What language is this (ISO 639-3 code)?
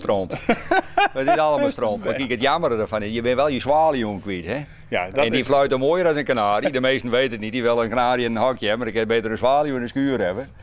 fry